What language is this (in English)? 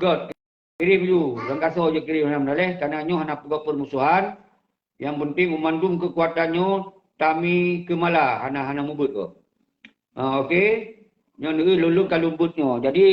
Achinese